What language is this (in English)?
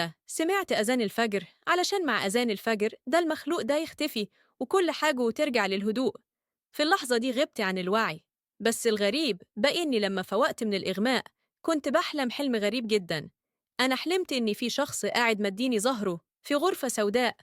Egyptian Arabic